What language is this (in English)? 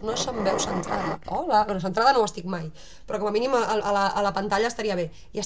Catalan